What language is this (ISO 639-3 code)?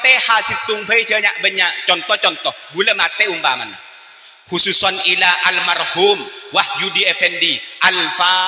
mad